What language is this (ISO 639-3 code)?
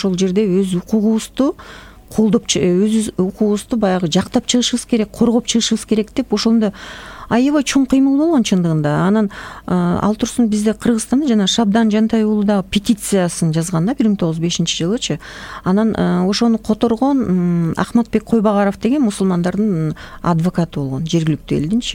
kir